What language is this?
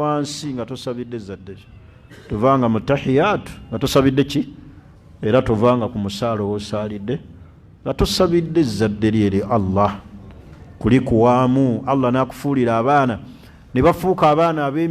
Ganda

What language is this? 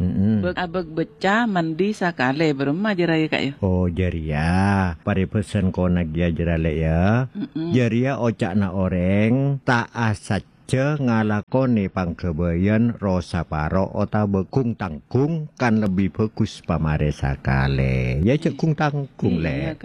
Madurese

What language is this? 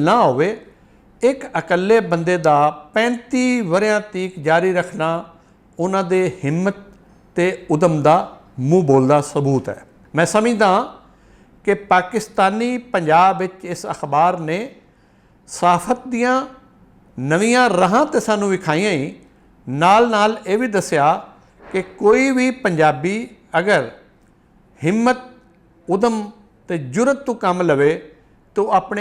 Western Panjabi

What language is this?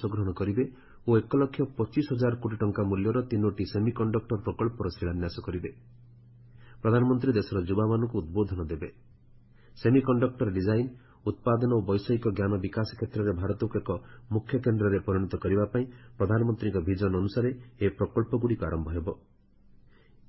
Odia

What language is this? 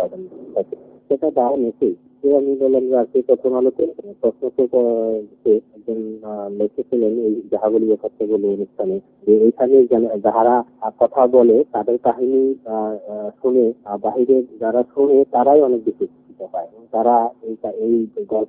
Bangla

